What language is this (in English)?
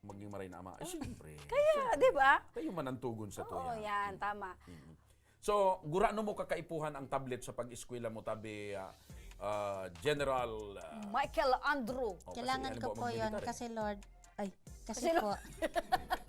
Bikol